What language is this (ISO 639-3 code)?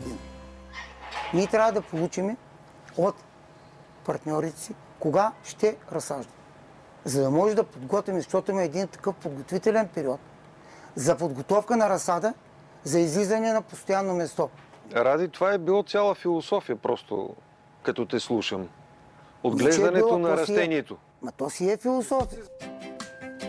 bul